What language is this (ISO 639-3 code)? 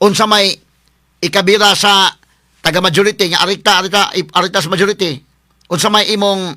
ceb